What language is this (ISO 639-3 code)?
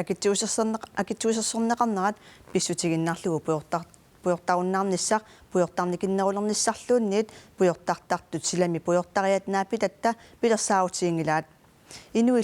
kal